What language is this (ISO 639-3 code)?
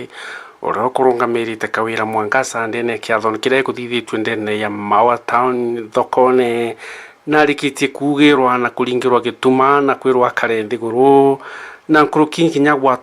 mer